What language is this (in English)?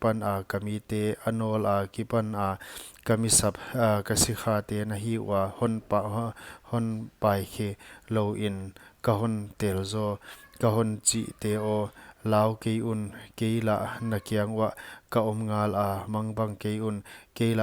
Paite Chin